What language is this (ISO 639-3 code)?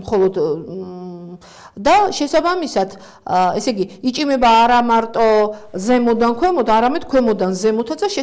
kat